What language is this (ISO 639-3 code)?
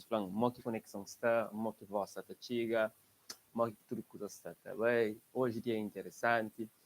kea